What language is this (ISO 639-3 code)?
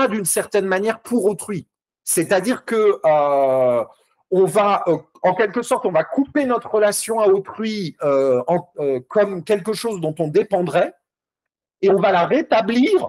fra